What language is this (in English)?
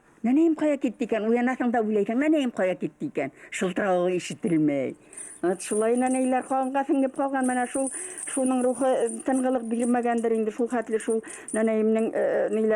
Bashkir